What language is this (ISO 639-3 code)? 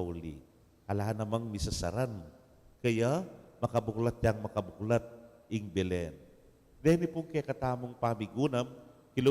pam